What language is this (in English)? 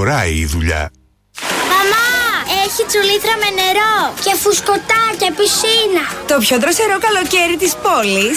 Greek